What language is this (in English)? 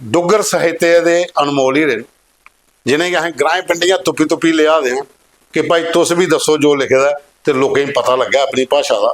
Dogri